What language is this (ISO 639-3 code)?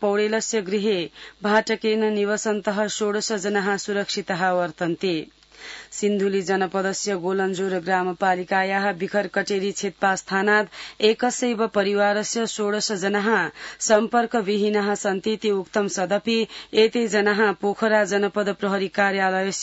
san